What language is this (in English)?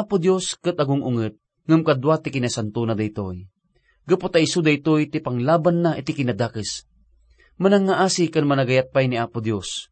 Iloko